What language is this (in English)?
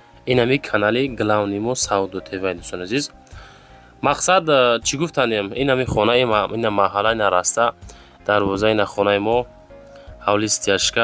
Tajik